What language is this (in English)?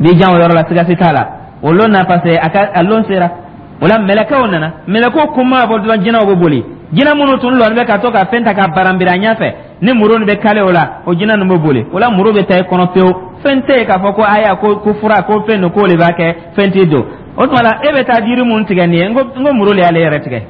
Dyula